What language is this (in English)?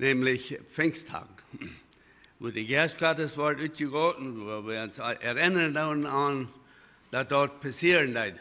Plautdietsch